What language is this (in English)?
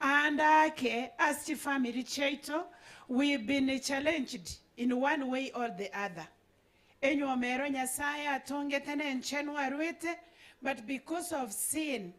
Gusii